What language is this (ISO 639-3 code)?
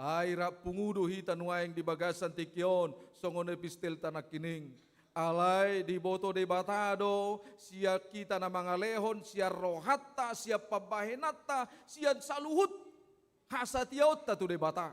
bbc